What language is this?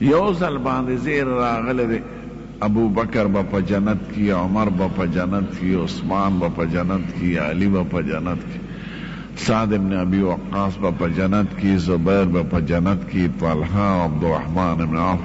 Pashto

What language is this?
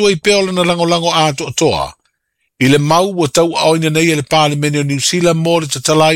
Samoan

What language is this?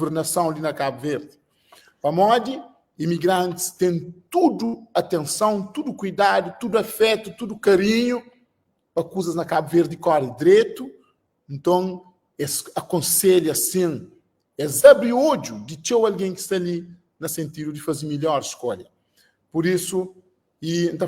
Kabuverdianu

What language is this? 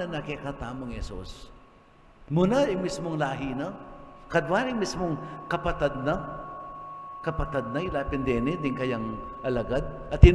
Pampanga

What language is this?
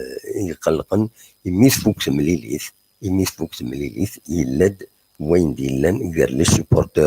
Kabyle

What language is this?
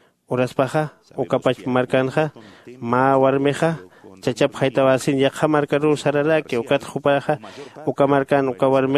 Aymara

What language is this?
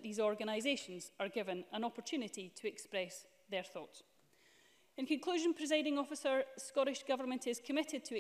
English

